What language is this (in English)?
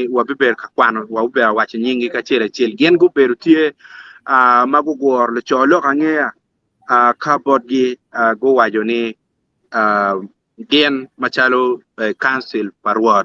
Acoli